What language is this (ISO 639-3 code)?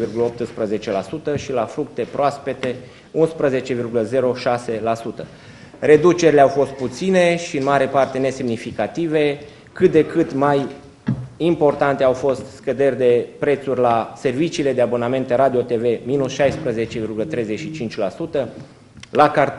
ron